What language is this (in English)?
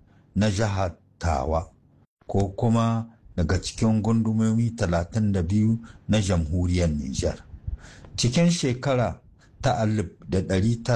Hausa